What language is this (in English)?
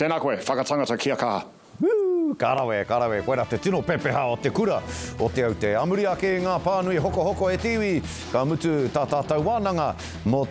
Māori